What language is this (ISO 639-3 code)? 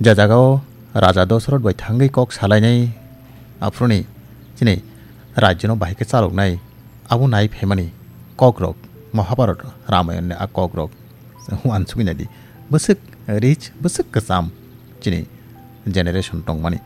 trp